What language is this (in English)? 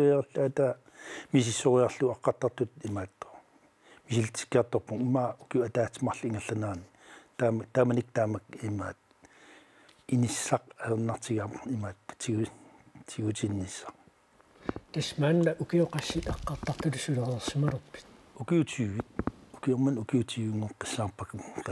Kalaallisut